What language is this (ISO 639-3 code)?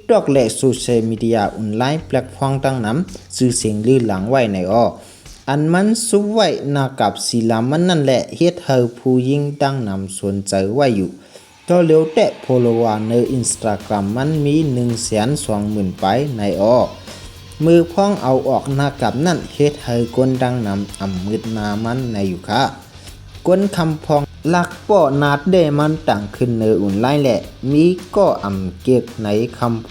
shn